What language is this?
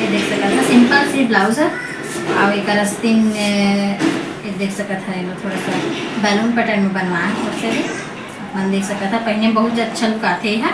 Chhattisgarhi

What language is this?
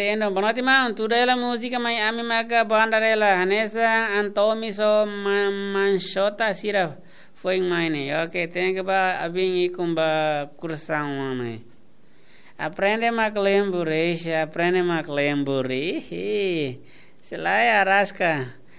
Tetum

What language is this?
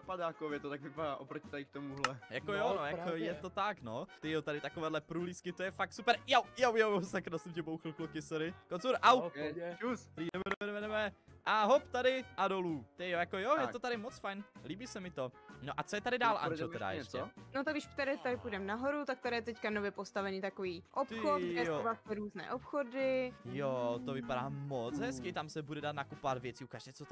Czech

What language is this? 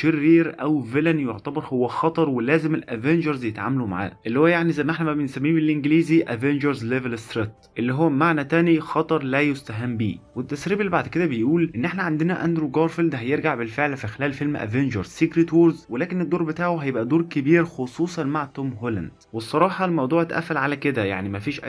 Egyptian Arabic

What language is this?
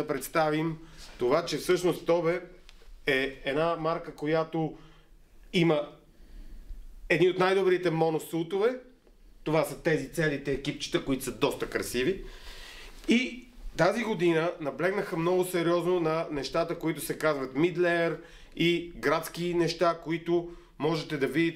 Bulgarian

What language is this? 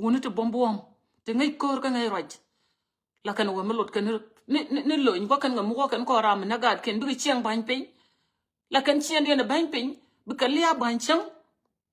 Nuer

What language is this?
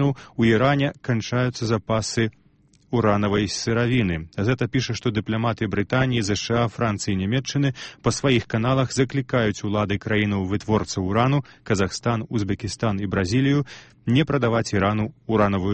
Belarusian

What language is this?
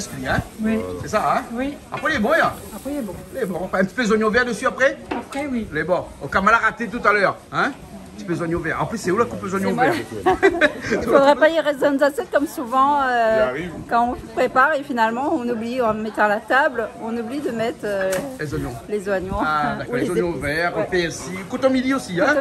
Réunion Creole French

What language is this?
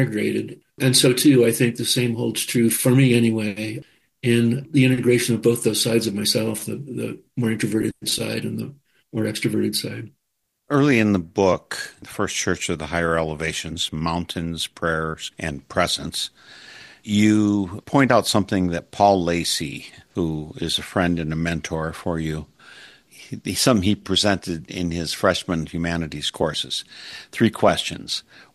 English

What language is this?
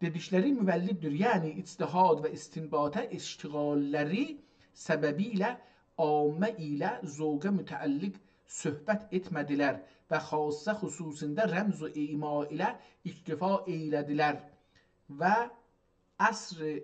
South Azerbaijani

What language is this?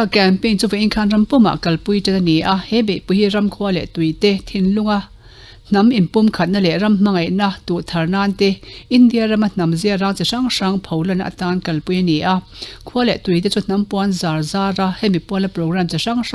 Mizo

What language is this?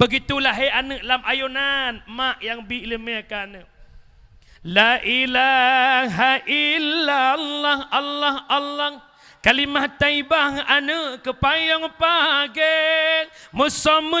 Achinese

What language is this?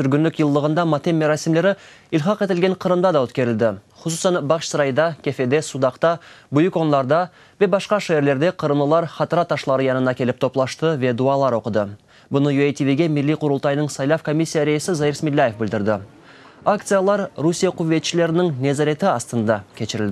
Crimean Tatar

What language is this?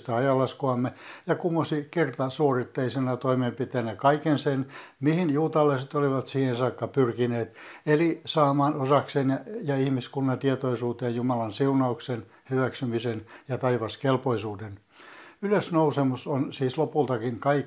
Finnish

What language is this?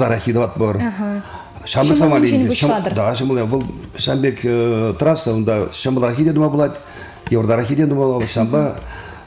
Chuvash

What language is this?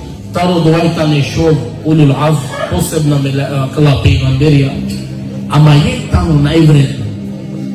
Balkan Romani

